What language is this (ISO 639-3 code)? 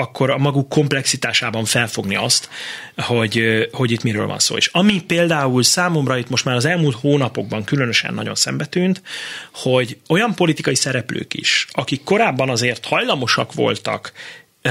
hun